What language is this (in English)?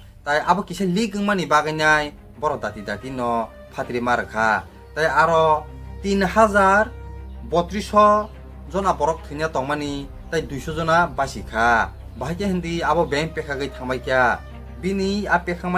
Kok Borok